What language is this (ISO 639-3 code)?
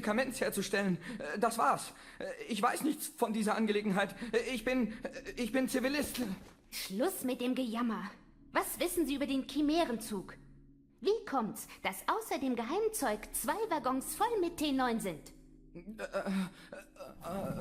bar